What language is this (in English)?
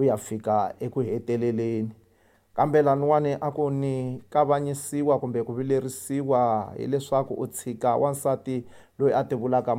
Tsonga